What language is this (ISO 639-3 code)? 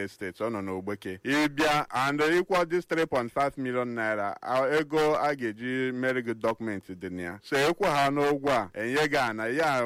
ibo